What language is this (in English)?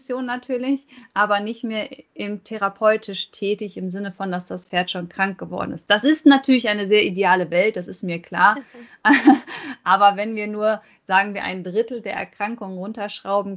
German